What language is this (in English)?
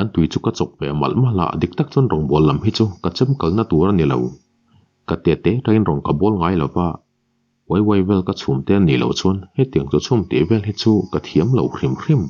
Mizo